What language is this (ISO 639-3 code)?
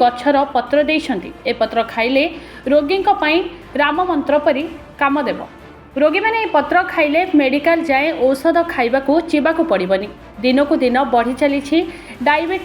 ori